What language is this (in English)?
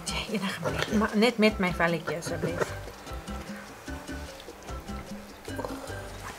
Afrikaans